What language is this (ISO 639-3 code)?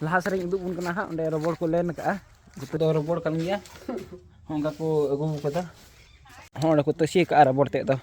sat